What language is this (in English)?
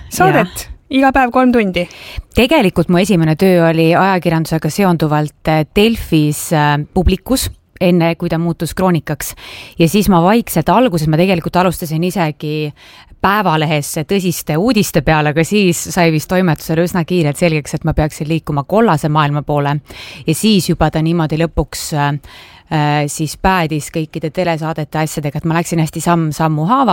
Estonian